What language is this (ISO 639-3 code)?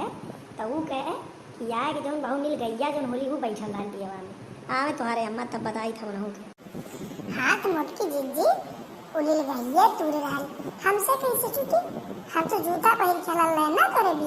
awa